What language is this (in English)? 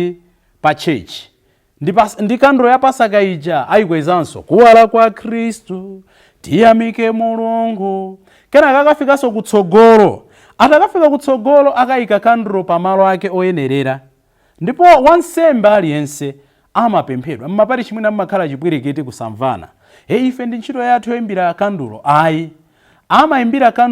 Nyanja